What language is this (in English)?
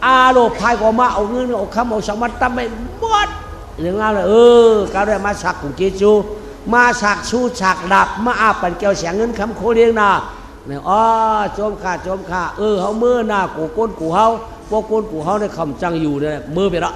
Shan